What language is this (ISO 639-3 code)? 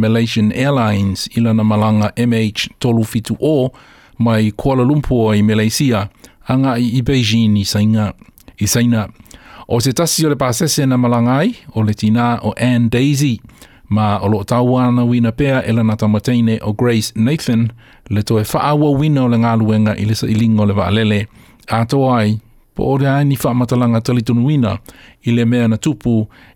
smo